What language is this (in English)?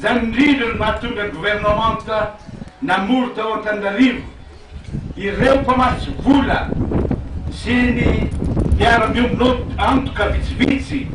Malagasy